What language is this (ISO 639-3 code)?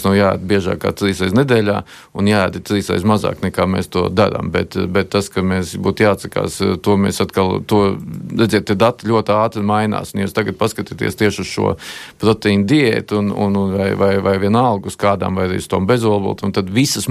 lav